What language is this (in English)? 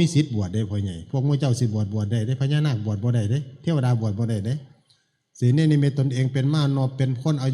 Northeastern Thai